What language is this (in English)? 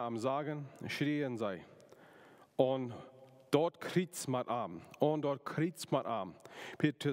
Plautdietsch